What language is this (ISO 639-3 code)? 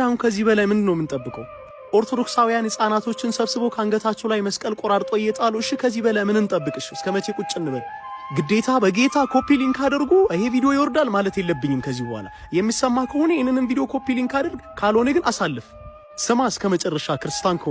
amh